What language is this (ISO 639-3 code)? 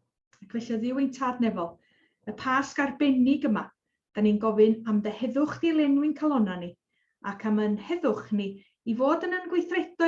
cym